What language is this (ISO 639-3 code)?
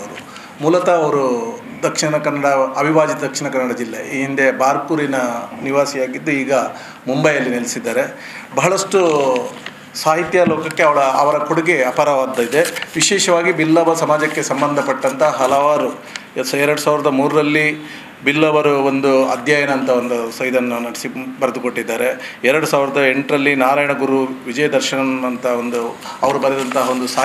kan